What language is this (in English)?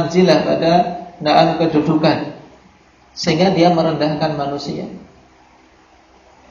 Indonesian